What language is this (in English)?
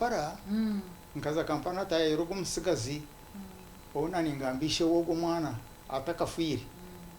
Nyankole